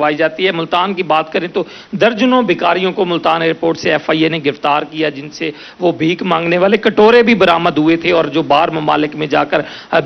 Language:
Urdu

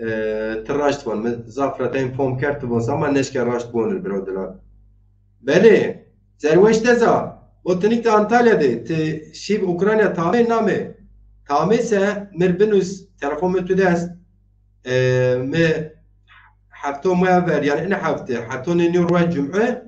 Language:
Zaza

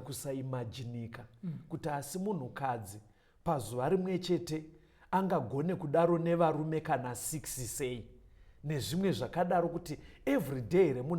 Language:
Shona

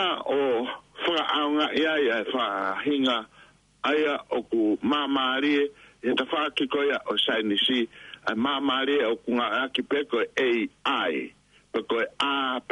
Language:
Tongan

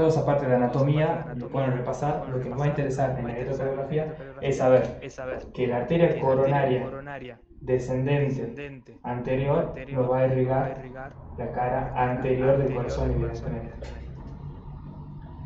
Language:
Spanish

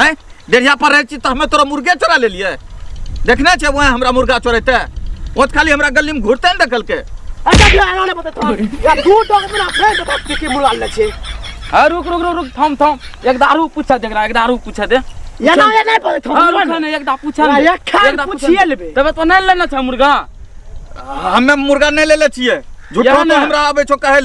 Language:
Angika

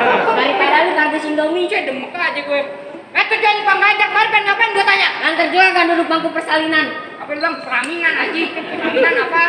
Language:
Betawi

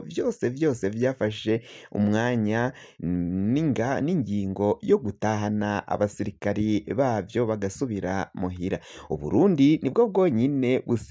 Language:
Rundi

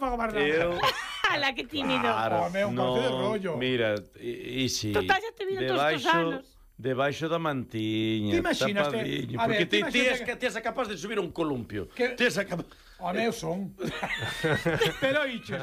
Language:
Galician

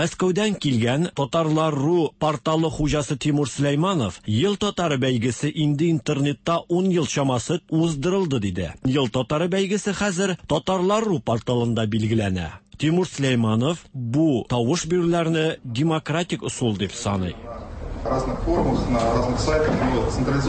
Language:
Tatar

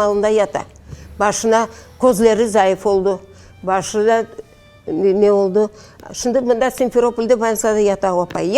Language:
Crimean Tatar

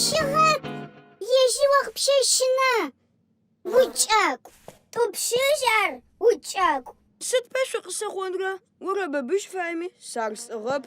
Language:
Adyghe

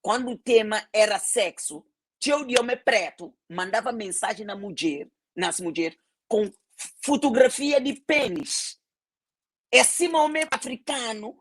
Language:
Kabuverdianu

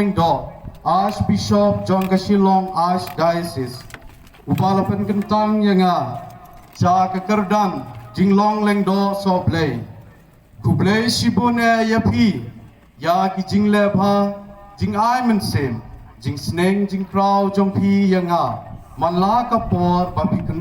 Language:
Khasi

